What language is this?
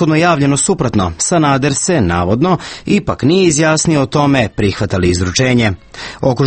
Serbian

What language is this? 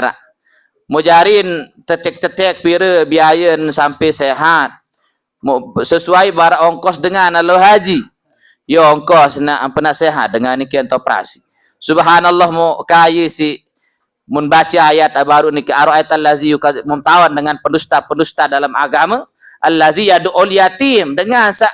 Sasak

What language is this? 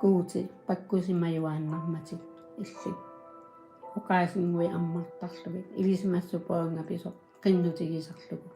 Kalaallisut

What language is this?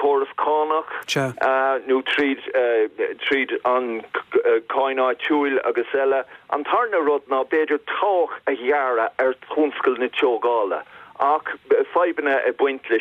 Irish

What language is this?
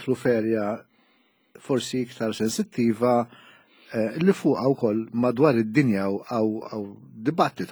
Maltese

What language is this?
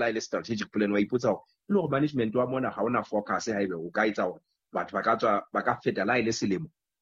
Southern Sotho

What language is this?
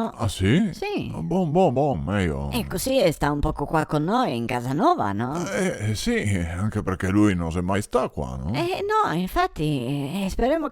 Venetian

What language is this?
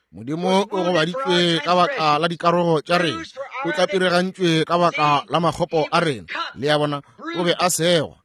Northern Sotho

